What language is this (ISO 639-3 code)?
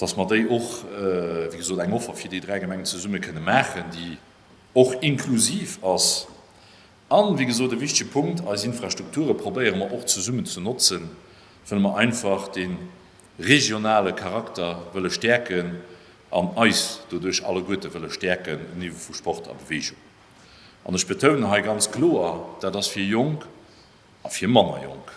ltz